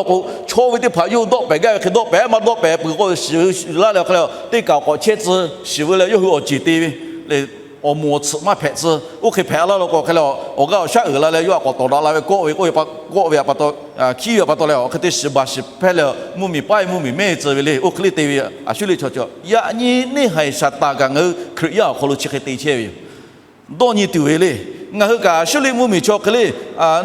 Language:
Lahu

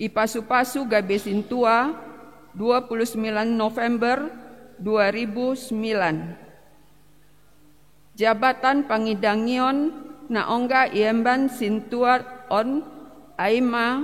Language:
Batak Simalungun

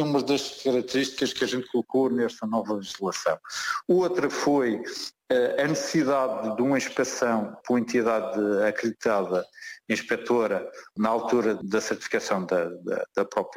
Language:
Portuguese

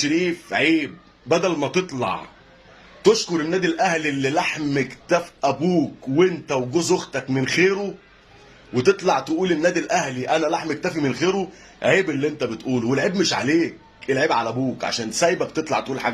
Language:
Egyptian Arabic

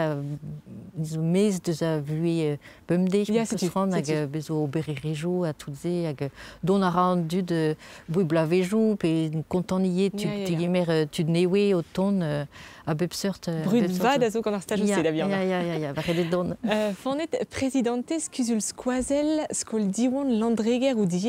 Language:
Breton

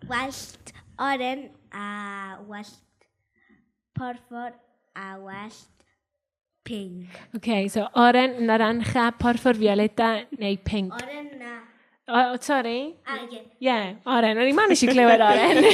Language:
Welsh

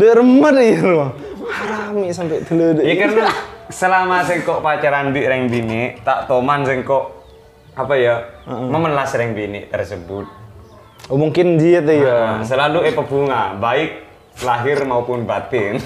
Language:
Madurese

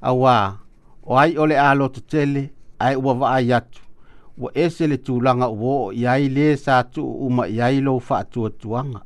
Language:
Samoan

